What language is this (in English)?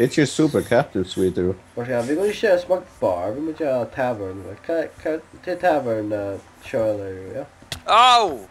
Faroese